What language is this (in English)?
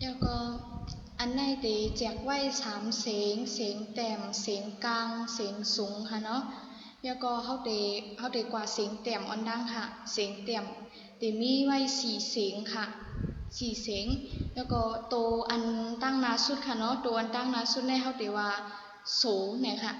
Shan